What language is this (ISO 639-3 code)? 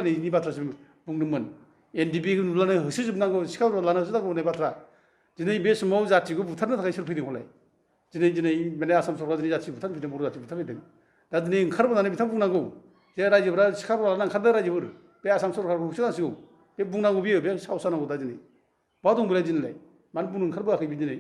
brx